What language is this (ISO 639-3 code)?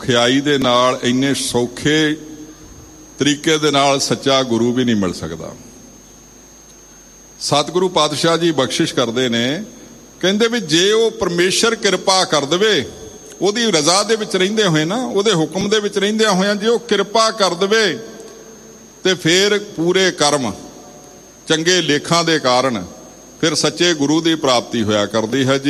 pan